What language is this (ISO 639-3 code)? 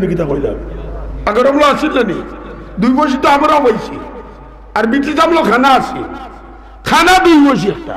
syl